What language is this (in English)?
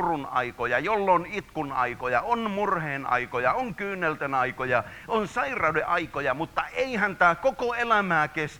Finnish